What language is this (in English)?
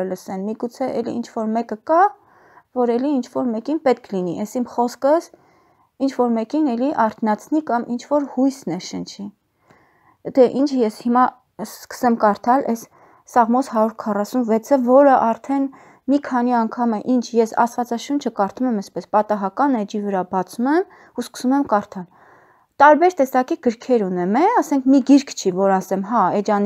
Armenian